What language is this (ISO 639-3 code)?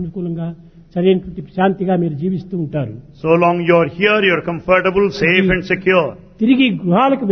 tel